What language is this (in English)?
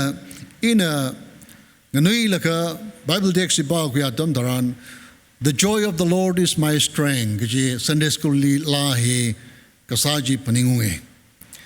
Tangkhul Naga (India)